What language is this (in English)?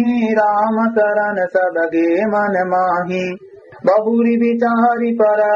Awadhi